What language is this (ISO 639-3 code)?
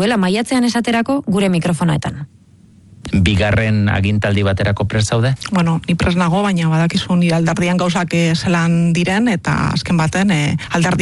eus